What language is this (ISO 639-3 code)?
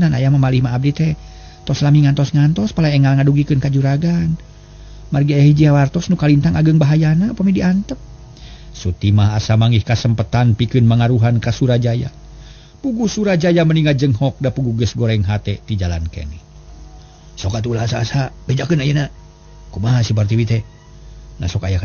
sun